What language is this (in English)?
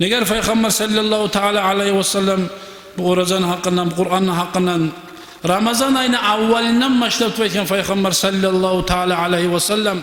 Kumyk